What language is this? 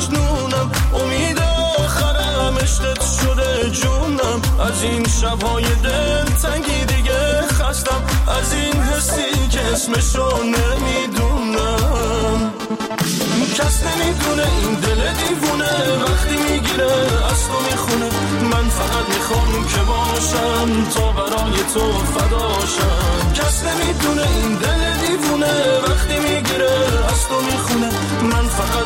Persian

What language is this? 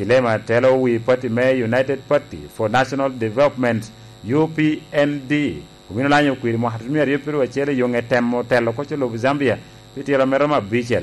Lango (Uganda)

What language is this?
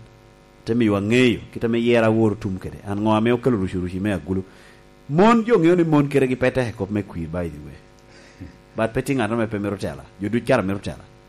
Lango (Uganda)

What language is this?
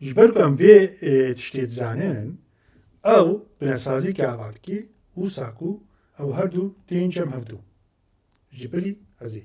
Kurdish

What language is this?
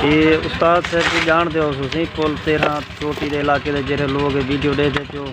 Saraiki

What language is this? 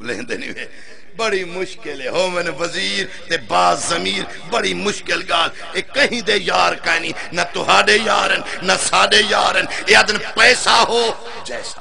Saraiki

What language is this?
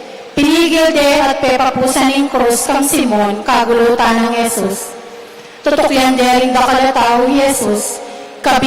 Pampanga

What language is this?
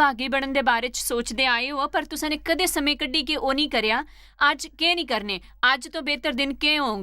Dogri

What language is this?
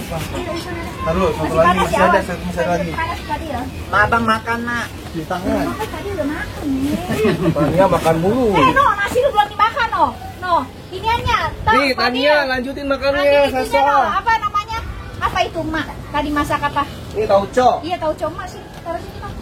Betawi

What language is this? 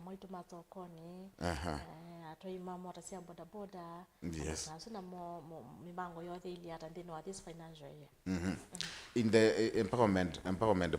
Kamba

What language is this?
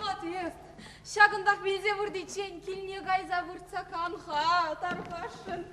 Chuvash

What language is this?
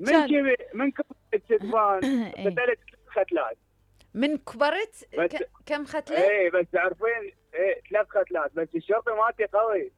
Mesopotamian Arabic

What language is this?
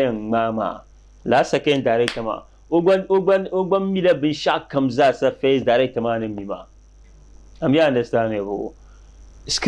Dagbani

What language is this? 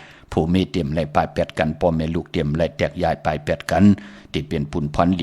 Shan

